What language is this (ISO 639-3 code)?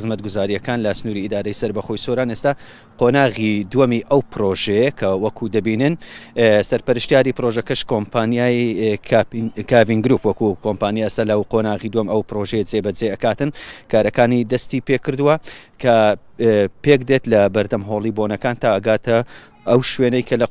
ckb